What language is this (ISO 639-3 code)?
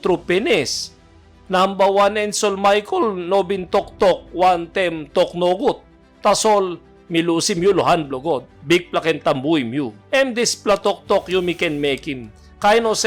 tpi